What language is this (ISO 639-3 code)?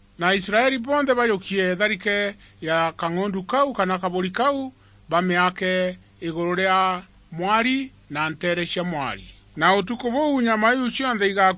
mer